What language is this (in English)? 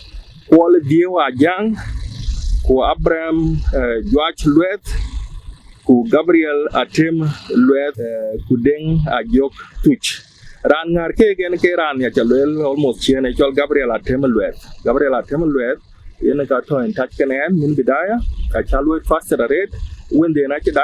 Dinka